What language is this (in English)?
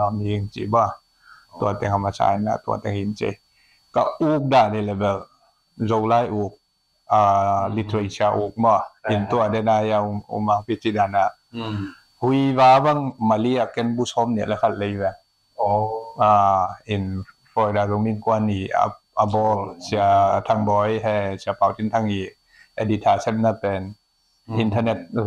Tedim Chin